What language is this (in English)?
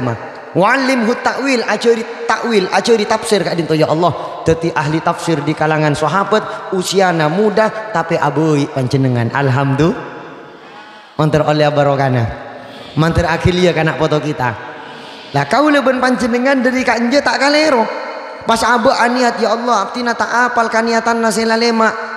Madurese